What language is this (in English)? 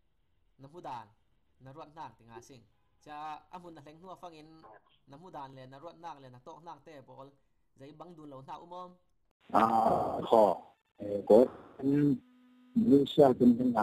Falam Chin